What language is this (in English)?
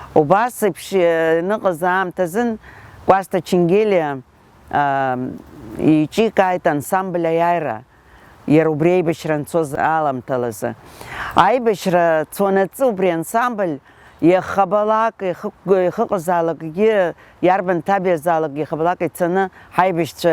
Abkhazian